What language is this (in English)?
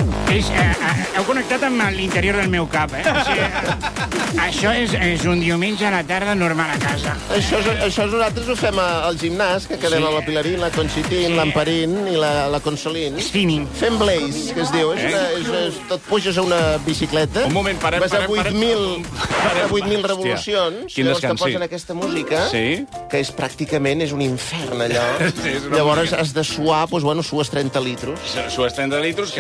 Catalan